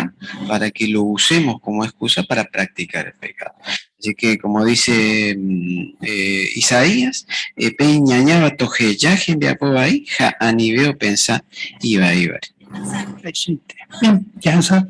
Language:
Guarani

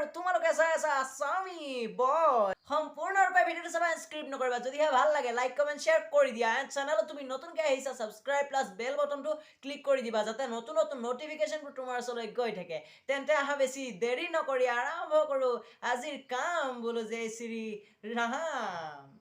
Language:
Assamese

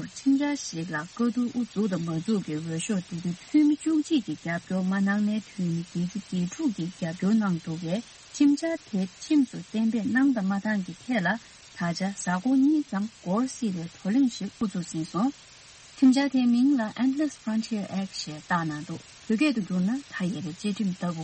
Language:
Tibetan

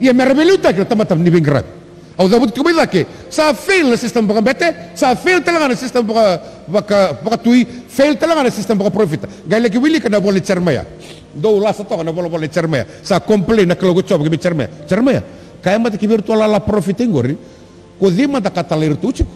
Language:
Fijian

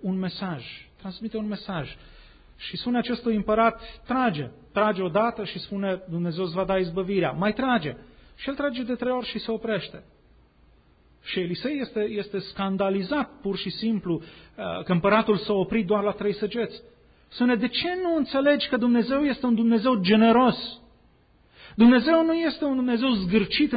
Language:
Romanian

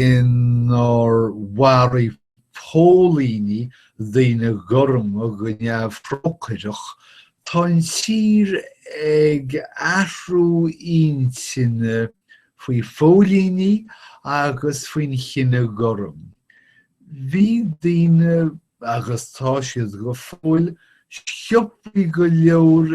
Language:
Irish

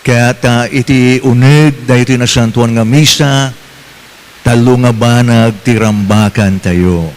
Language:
Iloko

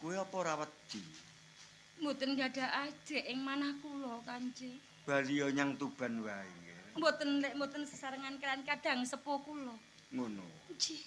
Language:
Javanese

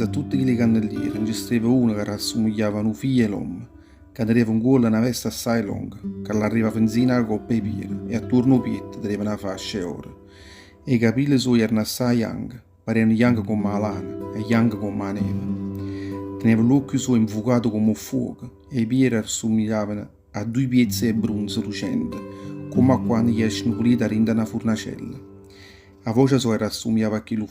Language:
Neapolitan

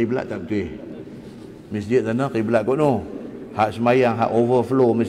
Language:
Malay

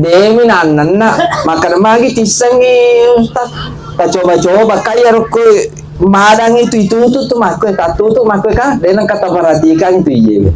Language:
Buginese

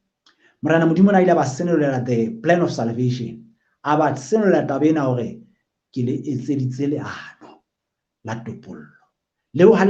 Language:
Southern Sotho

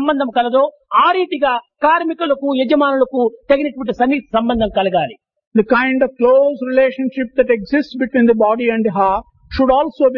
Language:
Telugu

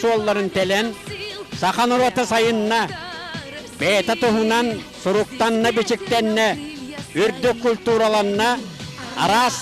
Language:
Yakut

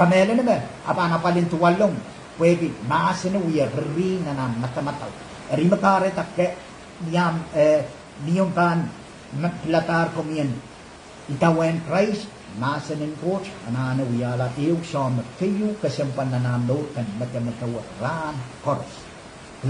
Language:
Pohnpeian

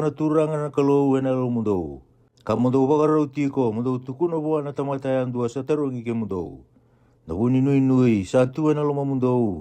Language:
Fijian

